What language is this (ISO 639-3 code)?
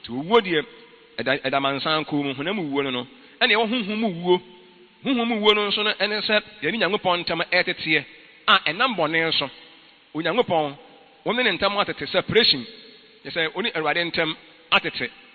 aka